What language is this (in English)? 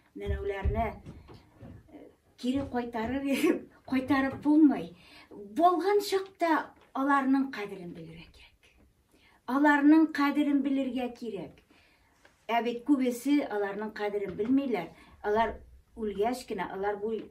Bashkir